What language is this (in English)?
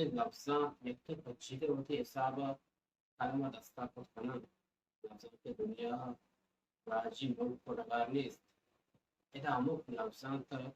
Baluchi